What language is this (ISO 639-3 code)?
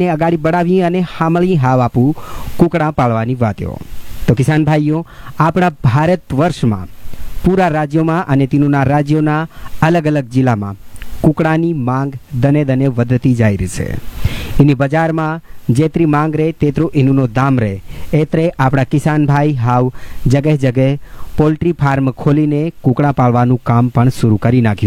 guj